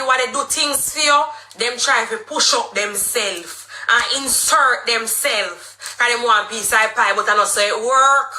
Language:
Jamaican Creole English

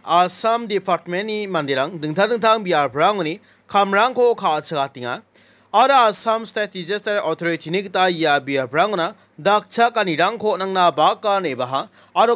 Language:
Garo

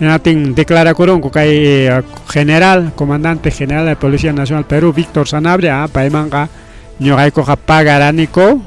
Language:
Ayacucho Quechua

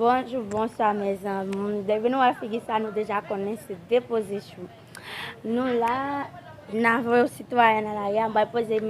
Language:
Haitian Creole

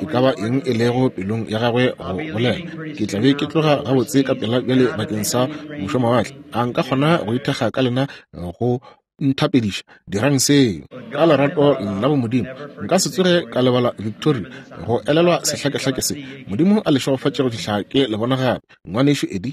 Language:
Northern Sotho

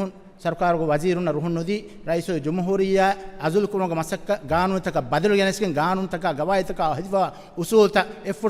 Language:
Divehi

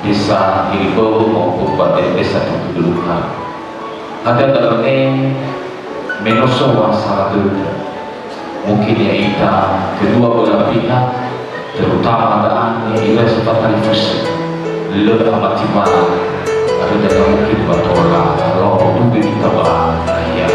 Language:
Nias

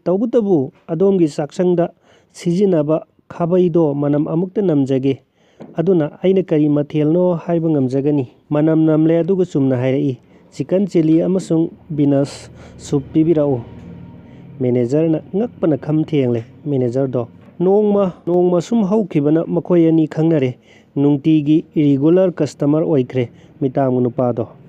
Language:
Manipuri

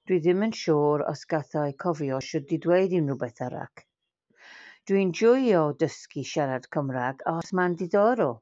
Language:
Welsh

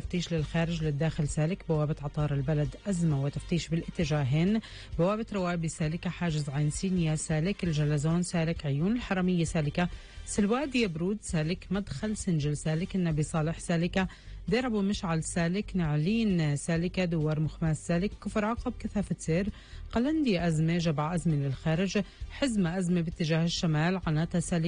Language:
North Levantine Arabic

